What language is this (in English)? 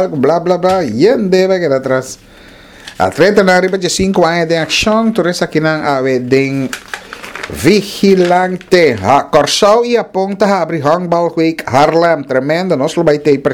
Papiamento